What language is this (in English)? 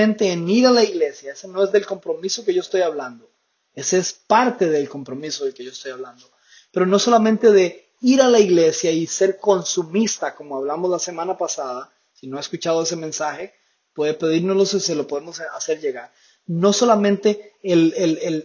Spanish